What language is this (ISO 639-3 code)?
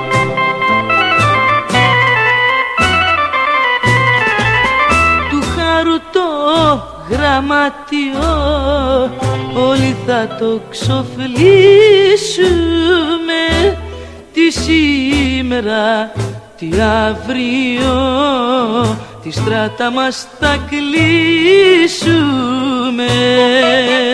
ell